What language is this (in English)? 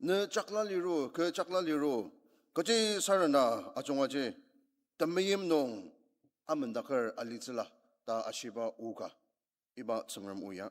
Ao Naga